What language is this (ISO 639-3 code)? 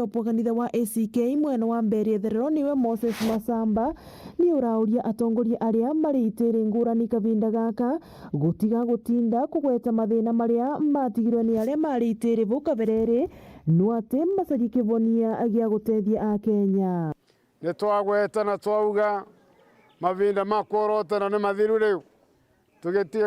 mer